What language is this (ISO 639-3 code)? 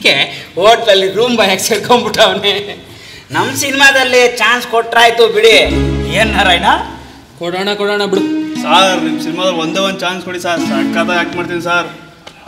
kan